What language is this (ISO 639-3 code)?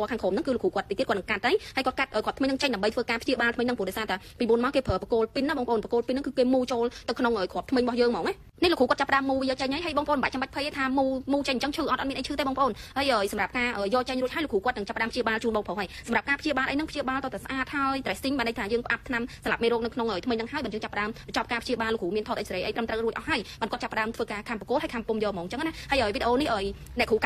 khm